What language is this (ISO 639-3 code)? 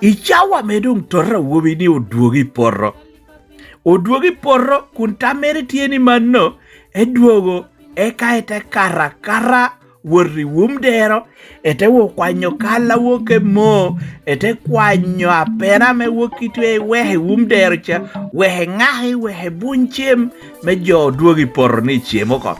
laj